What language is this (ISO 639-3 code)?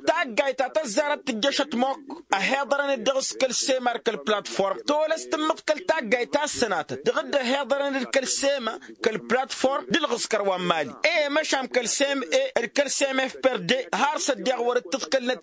taq